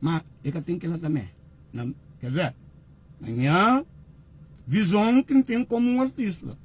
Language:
Kabuverdianu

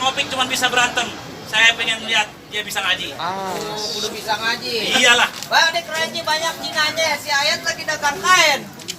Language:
Betawi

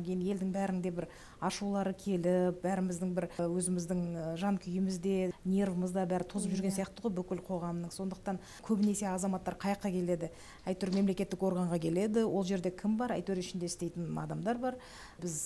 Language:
Kazakh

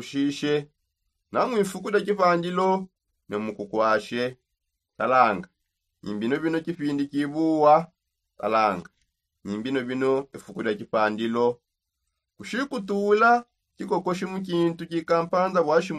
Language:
Songe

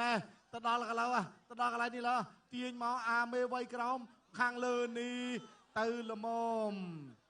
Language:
Khmer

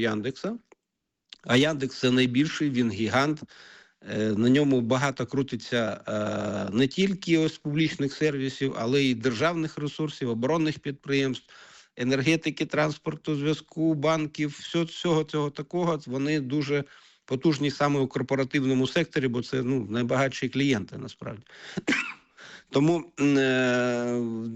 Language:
Ukrainian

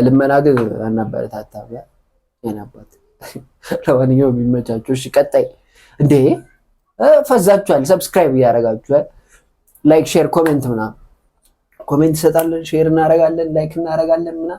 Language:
Amharic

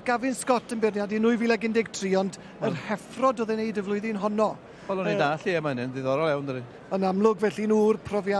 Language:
Welsh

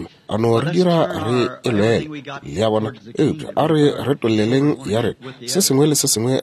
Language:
Northern Sotho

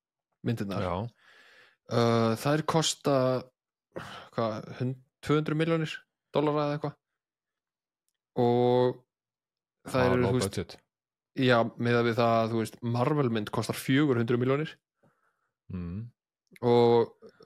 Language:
Icelandic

